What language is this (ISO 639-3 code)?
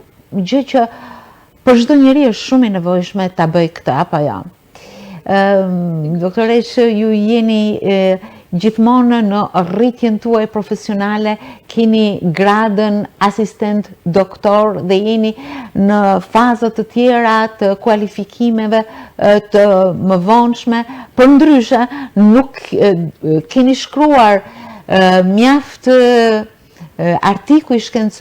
sqi